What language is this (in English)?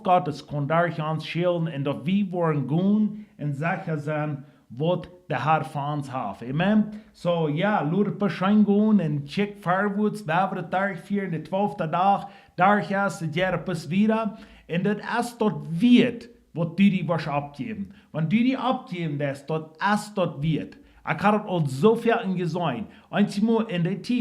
Plautdietsch